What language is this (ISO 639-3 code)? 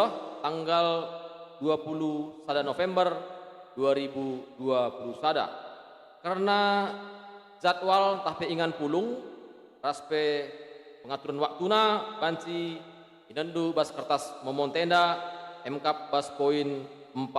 btx